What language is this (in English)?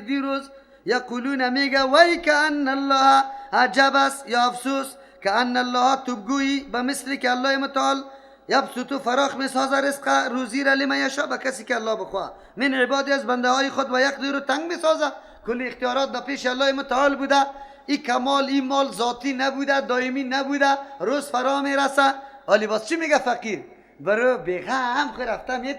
Persian